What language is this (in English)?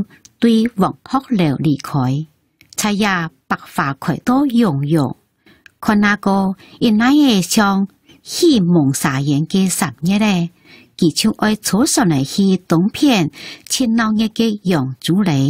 Hakka Chinese